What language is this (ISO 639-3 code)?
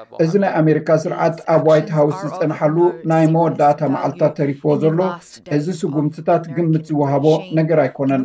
tir